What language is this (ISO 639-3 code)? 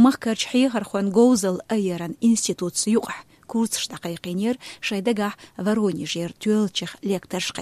che